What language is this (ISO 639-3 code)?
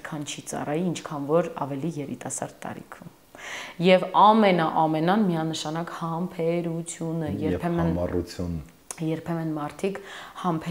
hye